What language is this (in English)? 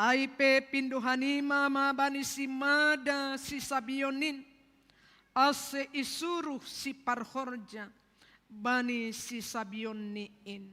Batak Simalungun